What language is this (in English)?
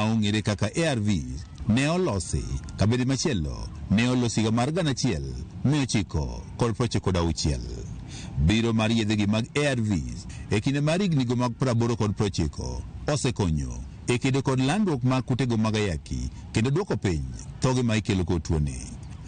Luo (Kenya and Tanzania)